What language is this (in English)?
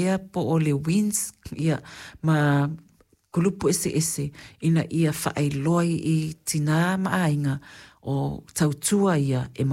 Samoan